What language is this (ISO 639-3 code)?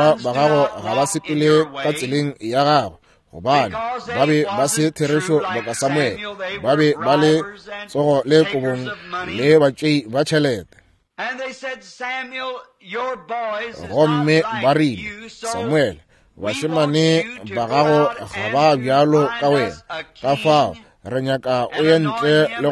nso